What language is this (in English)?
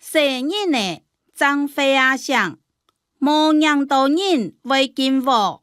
Hakka Chinese